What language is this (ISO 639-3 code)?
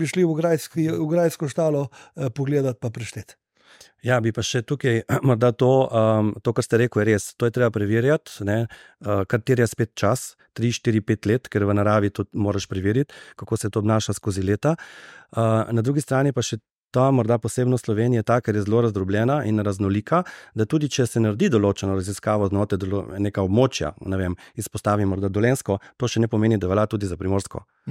slv